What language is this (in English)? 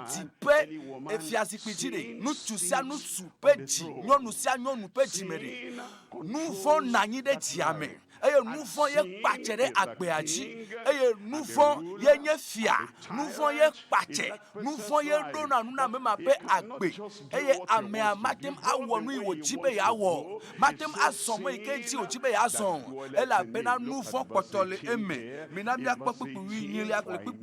Ewe